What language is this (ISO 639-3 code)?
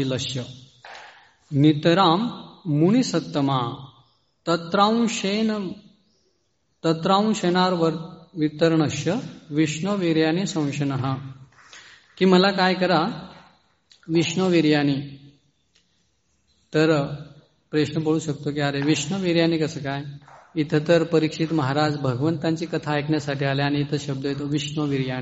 mar